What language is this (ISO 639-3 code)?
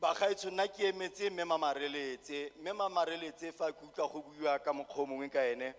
tsn